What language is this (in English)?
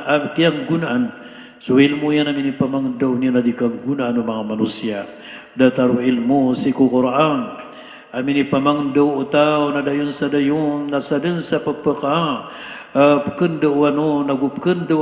Maranao